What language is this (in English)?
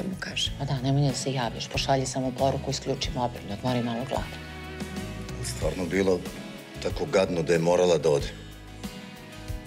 Serbian